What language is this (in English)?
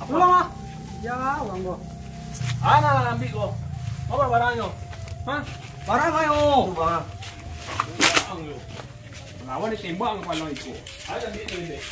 Minangkabau